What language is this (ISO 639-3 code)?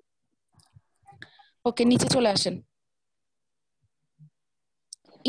ben